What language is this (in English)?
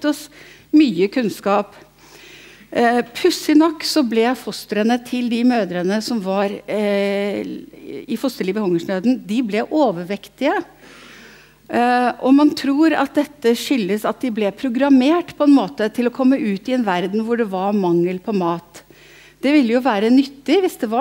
Norwegian